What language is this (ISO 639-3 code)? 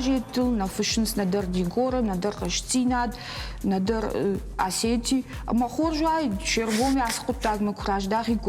oss